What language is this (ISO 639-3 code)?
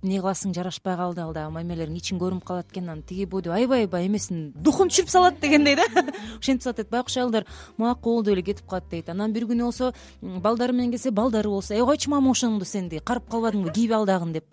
kir